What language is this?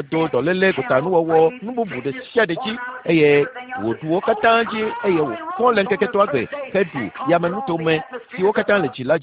Ewe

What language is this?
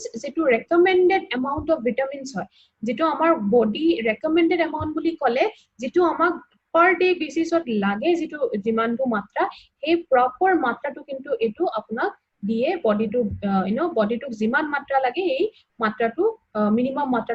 Assamese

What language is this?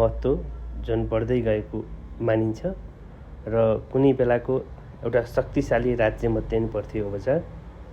Nepali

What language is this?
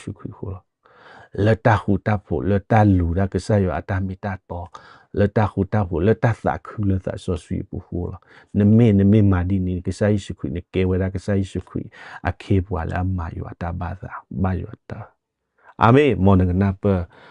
S'gaw Karen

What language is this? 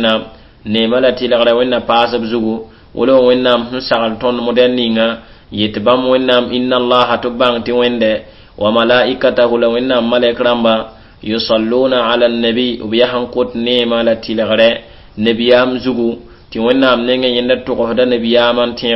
Mossi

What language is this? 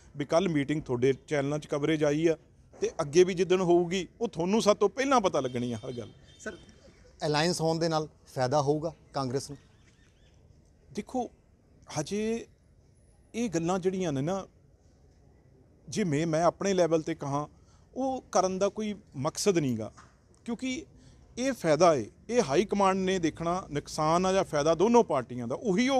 Punjabi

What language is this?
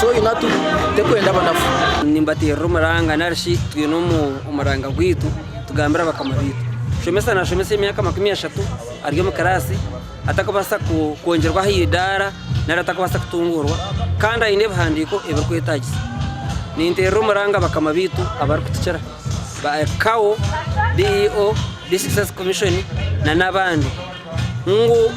Nyankole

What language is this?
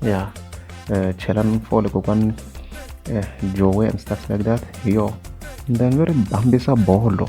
Tsonga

